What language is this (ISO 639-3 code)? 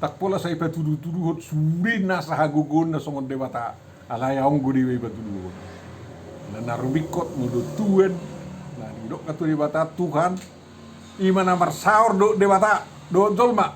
bbc